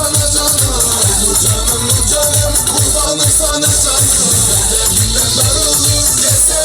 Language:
Turkmen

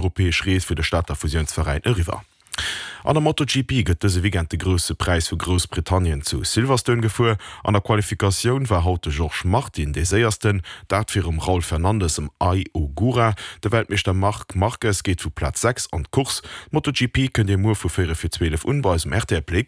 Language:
Luxembourgish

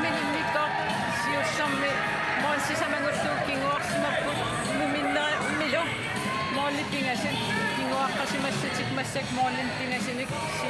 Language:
Kalaallisut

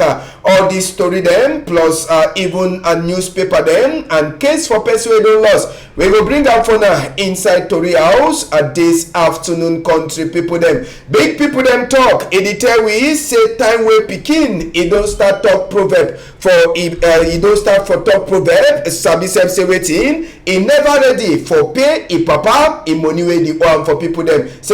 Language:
Cameroon Pidgin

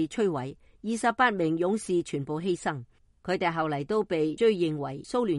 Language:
Cantonese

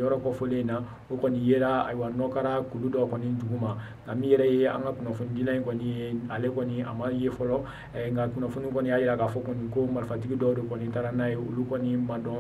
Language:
Bambara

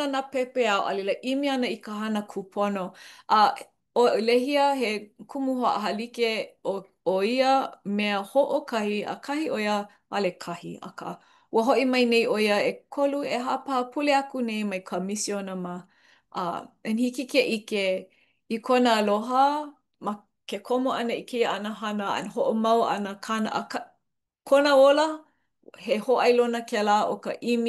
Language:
Hawaiian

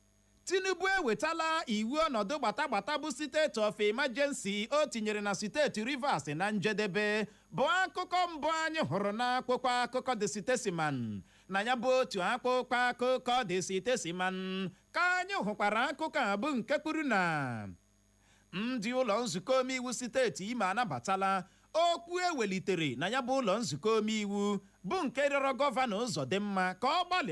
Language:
Igbo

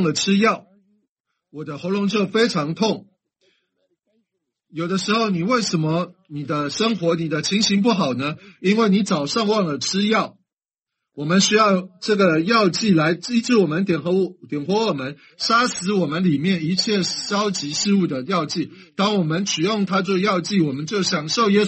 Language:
Chinese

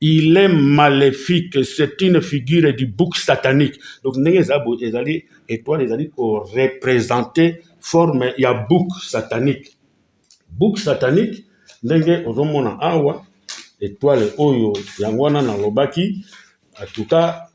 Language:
Lingala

